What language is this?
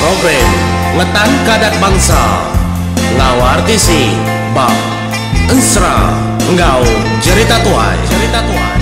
Iban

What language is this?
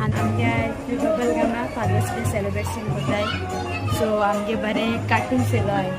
Konkani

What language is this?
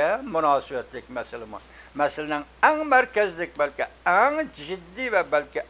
Uyghur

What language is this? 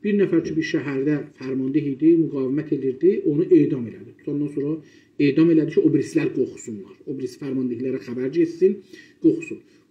South Azerbaijani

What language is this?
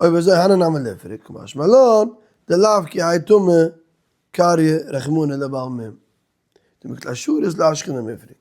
Yiddish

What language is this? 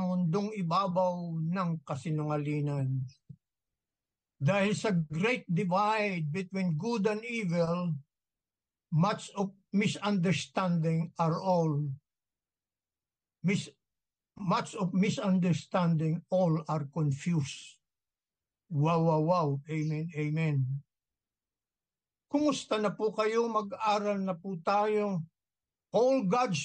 Filipino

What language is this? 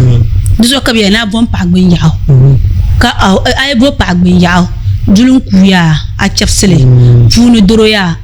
Dagbani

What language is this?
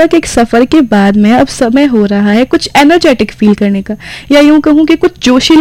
Hindi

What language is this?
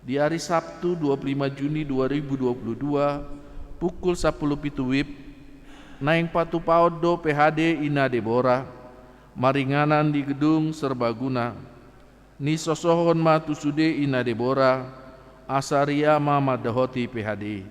Batak Toba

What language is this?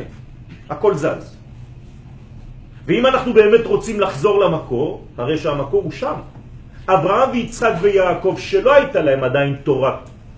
Hebrew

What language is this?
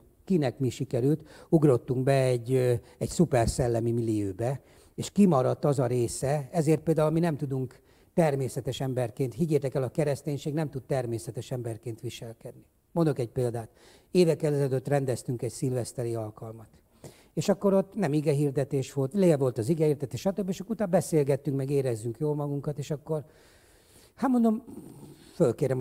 Hungarian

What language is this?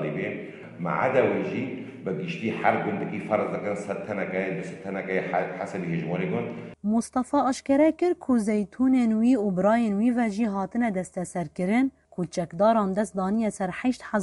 Kurdish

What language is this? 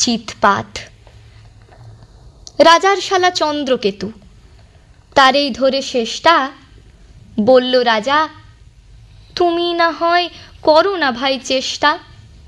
Bangla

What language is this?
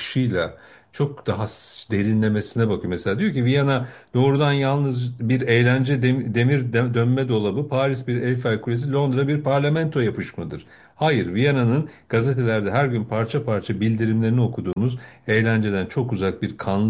Turkish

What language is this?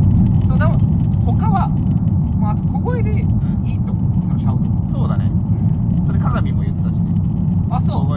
Japanese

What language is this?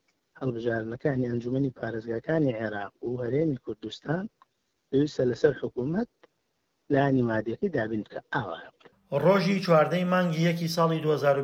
Central Kurdish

